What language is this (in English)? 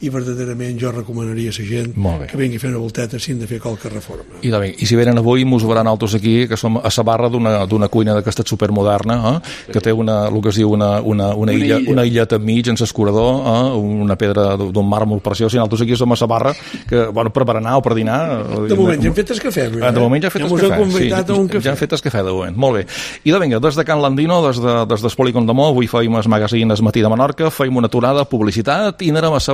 Catalan